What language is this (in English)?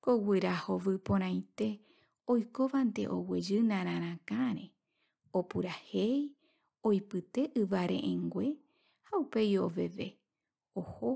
Guarani